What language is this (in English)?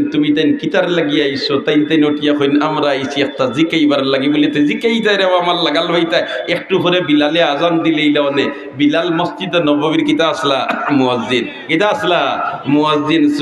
Sylheti